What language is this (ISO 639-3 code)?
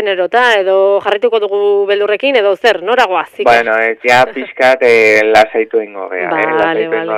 eus